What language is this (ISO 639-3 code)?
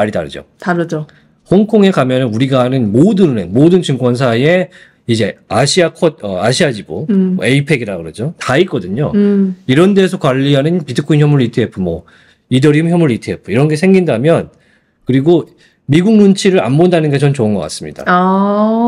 kor